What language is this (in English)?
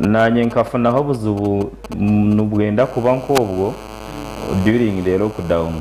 Nyankole